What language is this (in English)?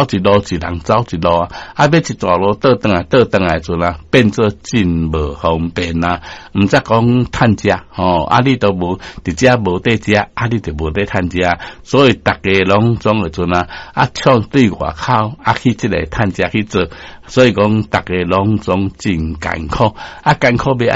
Min Nan Chinese